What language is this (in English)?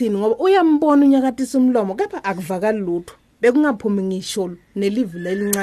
Swati